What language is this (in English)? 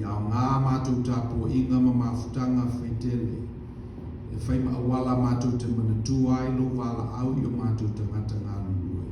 Samoan